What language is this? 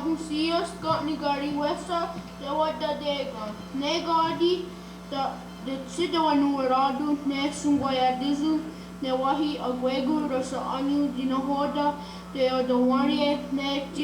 Mohawk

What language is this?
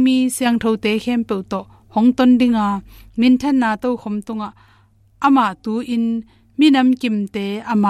Tedim Chin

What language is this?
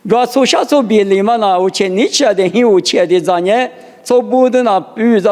Lisu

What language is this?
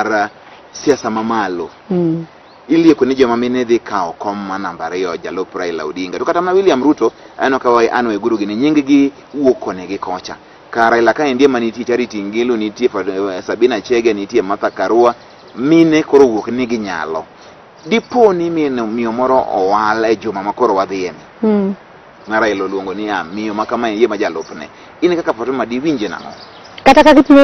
Luo (Kenya and Tanzania)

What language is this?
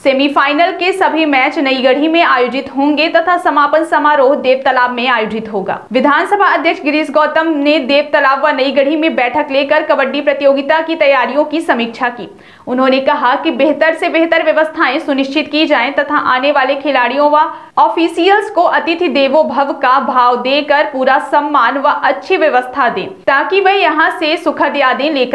Hindi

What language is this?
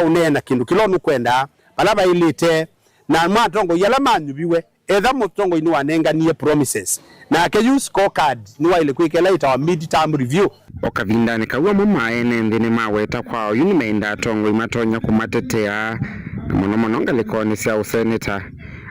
Kamba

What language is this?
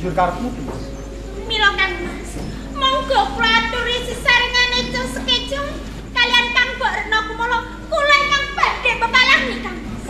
Javanese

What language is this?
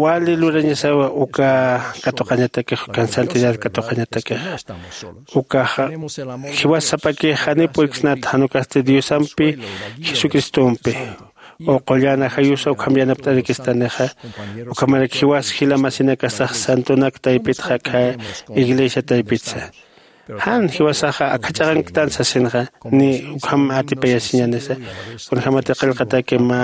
Aymara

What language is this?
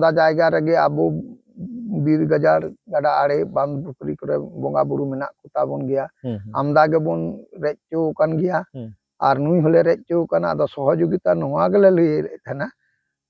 Santali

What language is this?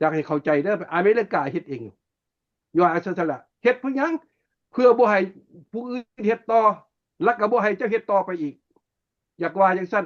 Lao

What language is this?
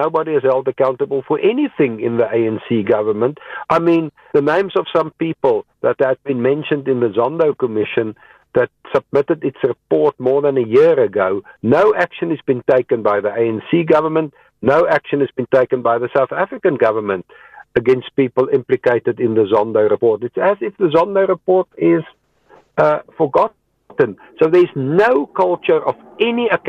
English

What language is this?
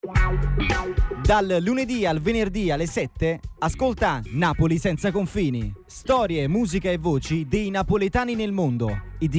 Italian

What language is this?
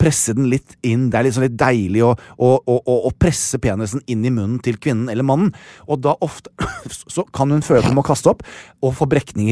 Norwegian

